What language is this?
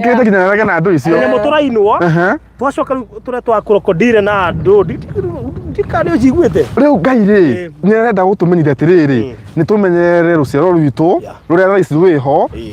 Kikuyu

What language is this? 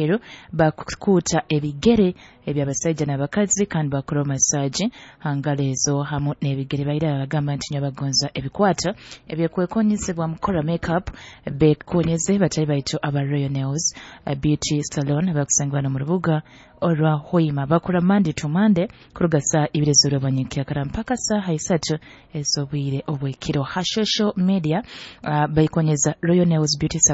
Nyoro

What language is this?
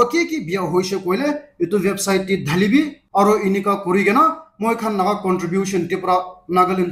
Naga Pidgin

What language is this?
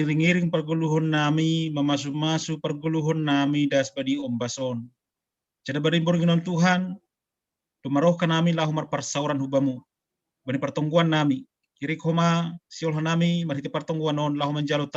Batak Simalungun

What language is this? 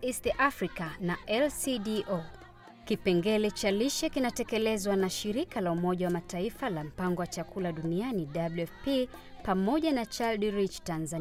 Swahili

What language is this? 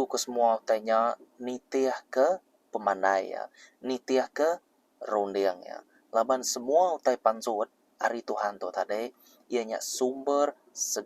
Iban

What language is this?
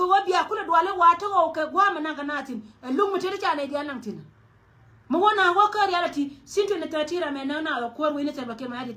Nuer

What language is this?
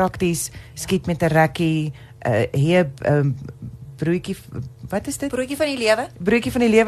Afrikaans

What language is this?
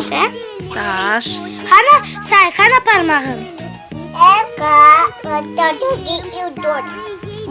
Crimean Tatar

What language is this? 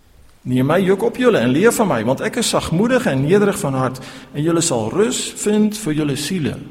Afrikaans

